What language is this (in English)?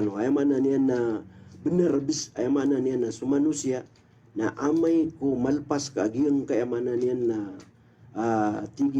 Maranao